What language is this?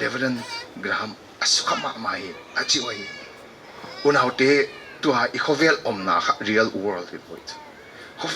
Paite Chin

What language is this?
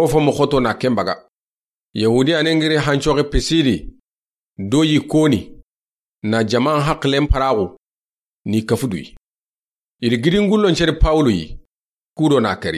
Soninke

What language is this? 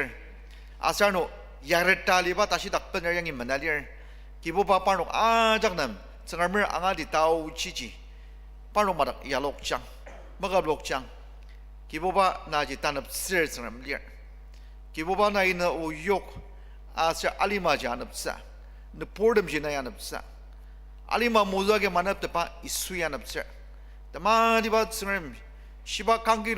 Ao Naga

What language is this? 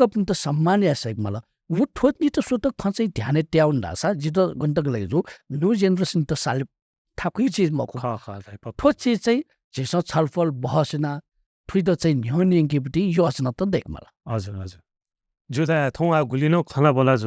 Newari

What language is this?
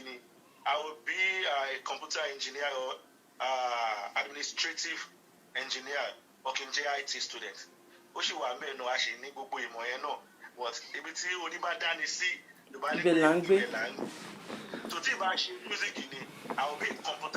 Yoruba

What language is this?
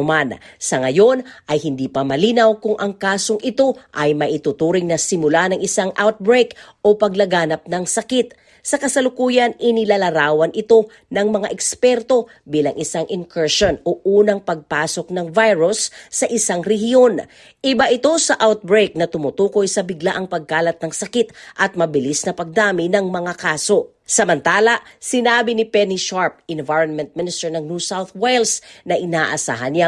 Filipino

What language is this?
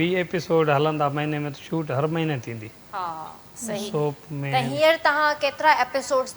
Sindhi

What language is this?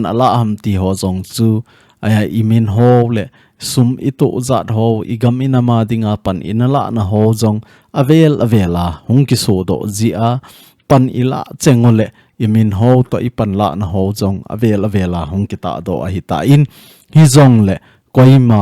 Thado Chin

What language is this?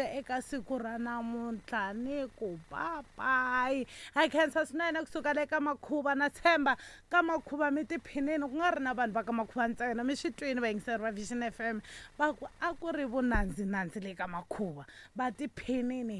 Tsonga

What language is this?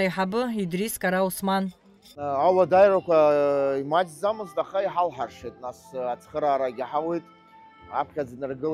Abkhazian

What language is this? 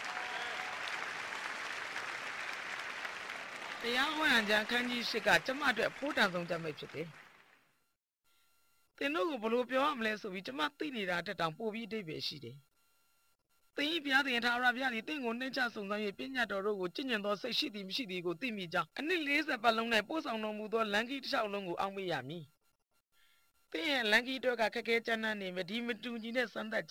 Burmese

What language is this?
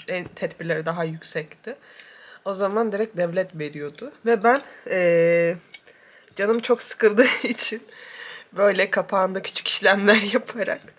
Turkish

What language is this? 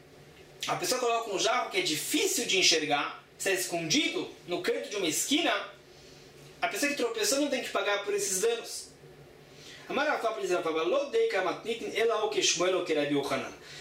Portuguese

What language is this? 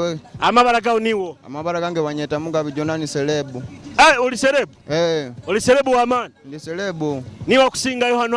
Nyoro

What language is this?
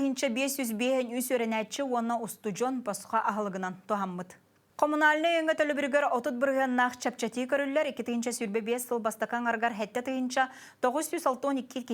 Yakut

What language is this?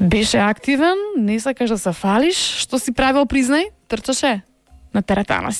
Macedonian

